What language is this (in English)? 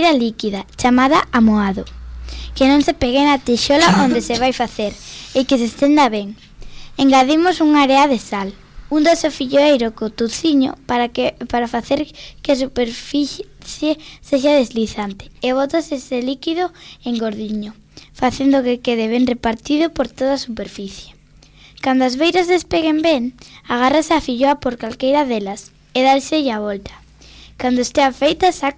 Galician